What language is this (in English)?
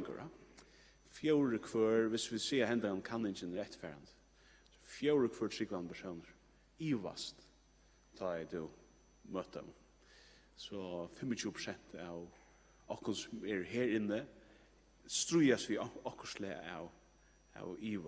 Faroese